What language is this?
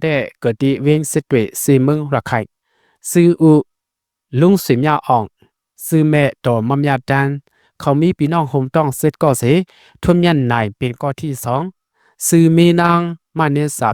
Shan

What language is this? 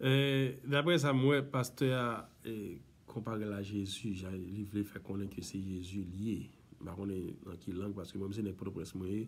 Haitian Creole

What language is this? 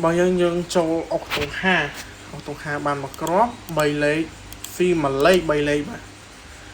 Khmer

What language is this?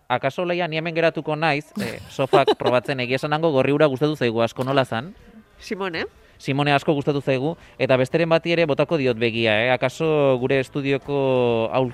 Basque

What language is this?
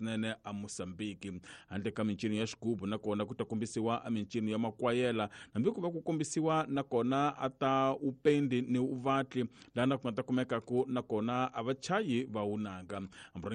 Tsonga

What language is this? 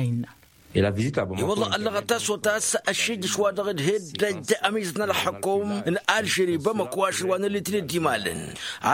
Tamasheq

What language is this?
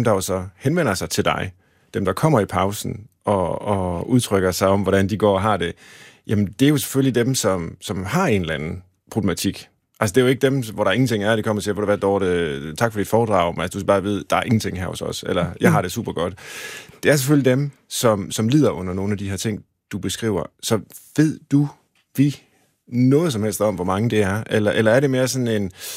Danish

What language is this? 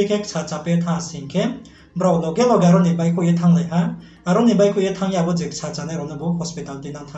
Riang (India)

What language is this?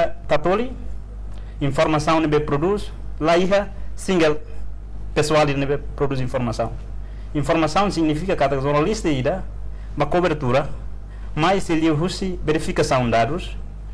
Tetum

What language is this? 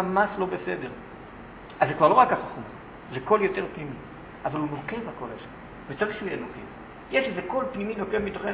Hebrew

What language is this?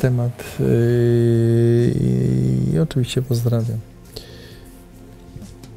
Polish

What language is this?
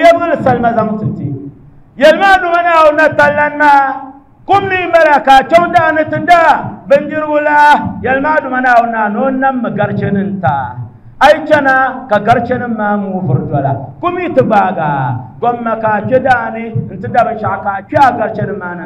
Dagbani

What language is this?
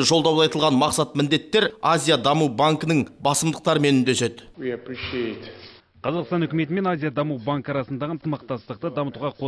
Kazakh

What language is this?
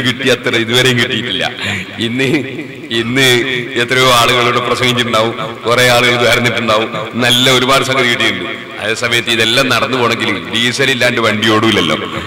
Malayalam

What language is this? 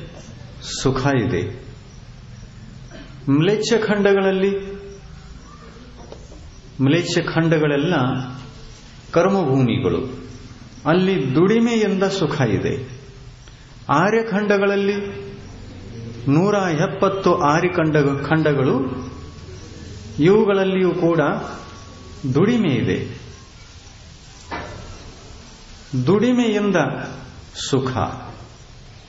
Kannada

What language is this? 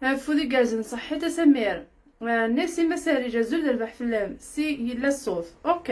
Kabyle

